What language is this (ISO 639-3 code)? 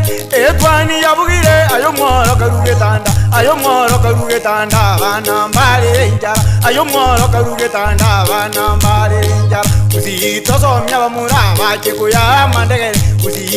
guz